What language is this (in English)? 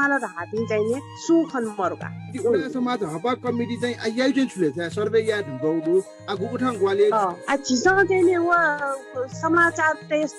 Newari